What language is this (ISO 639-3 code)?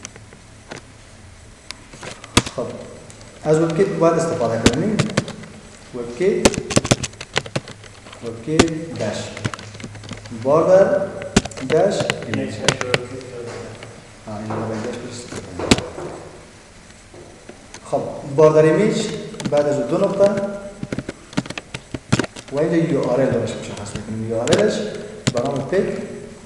fas